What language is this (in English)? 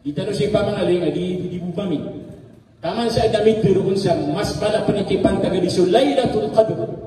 Maranao